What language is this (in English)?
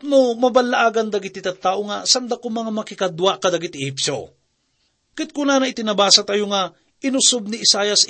Iloko